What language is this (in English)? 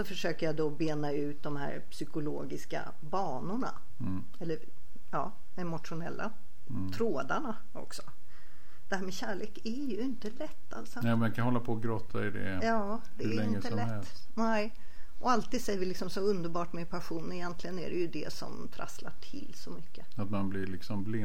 Swedish